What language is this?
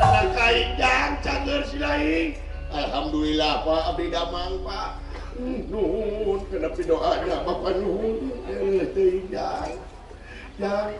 Sundanese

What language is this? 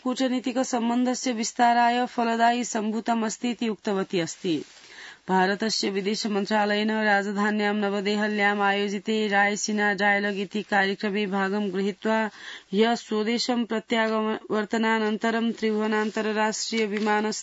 Sanskrit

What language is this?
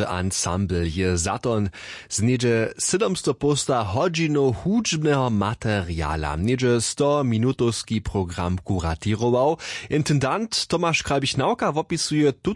Upper Sorbian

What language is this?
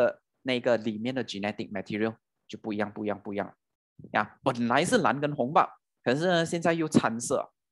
Chinese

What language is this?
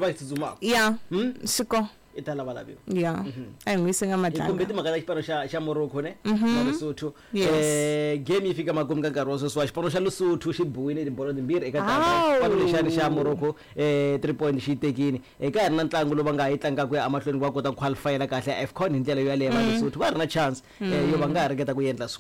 Tsonga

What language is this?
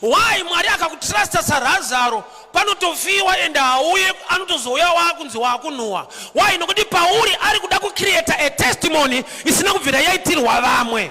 Shona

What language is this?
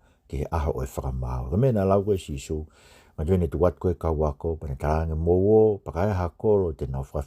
Tongan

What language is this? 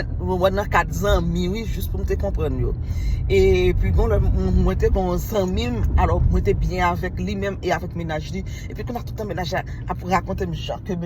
Haitian Creole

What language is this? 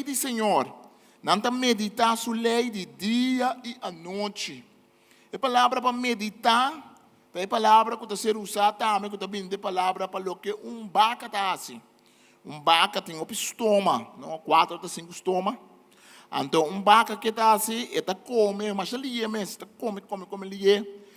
Papiamento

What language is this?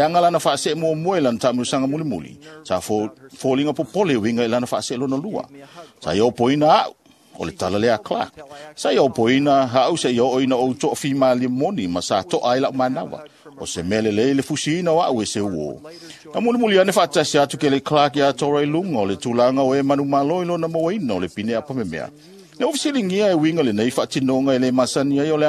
Samoan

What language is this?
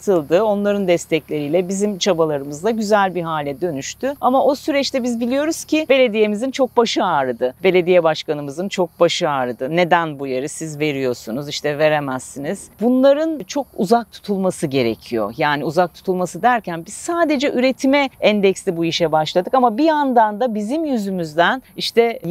Turkish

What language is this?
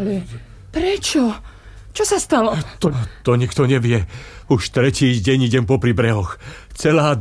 Slovak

